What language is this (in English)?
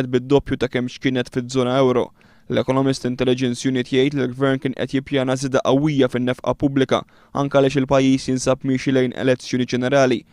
Maltese